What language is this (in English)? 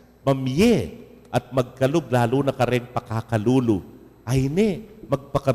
Pampanga